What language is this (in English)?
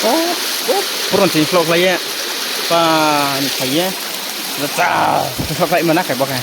Riang (India)